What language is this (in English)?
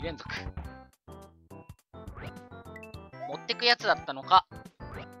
Japanese